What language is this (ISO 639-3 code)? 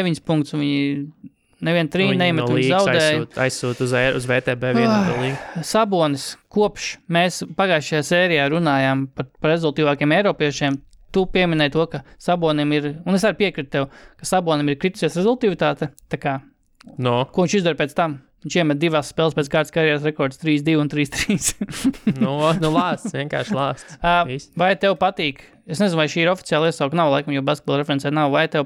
lav